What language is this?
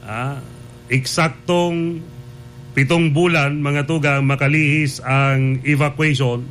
Bikol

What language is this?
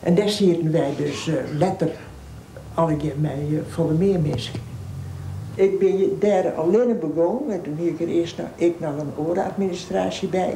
Western Frisian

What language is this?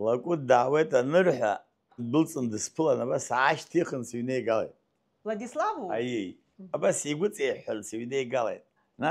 Abkhazian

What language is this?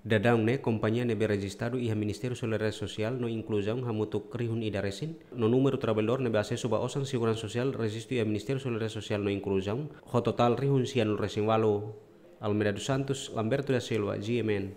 Tetum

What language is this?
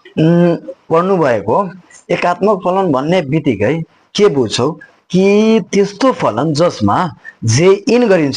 Nepali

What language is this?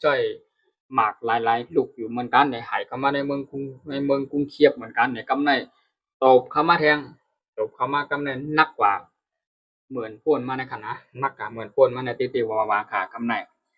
Shan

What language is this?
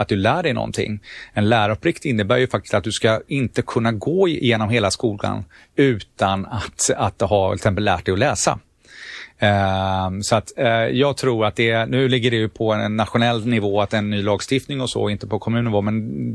Swedish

